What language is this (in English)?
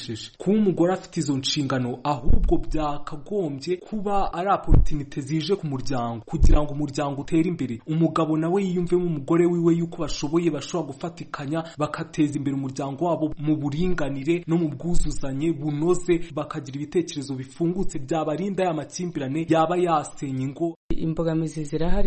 Kinyarwanda